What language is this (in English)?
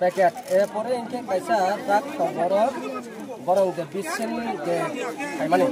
Riang (India)